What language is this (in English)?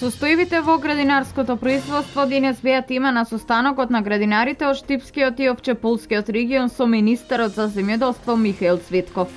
Macedonian